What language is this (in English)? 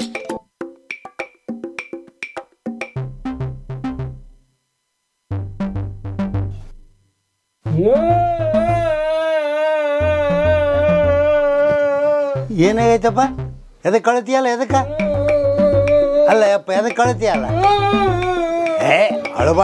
Kannada